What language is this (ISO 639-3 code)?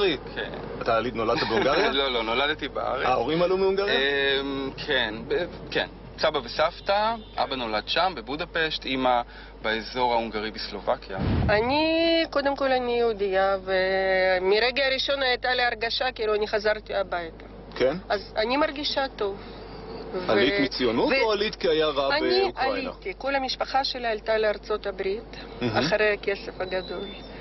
heb